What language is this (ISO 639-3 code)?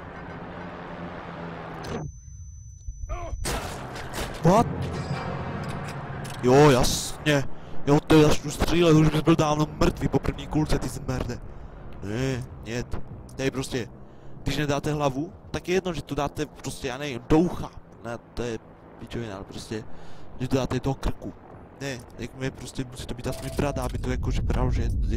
ces